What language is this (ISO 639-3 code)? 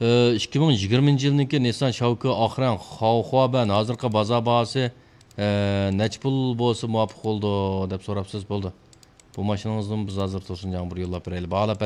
uig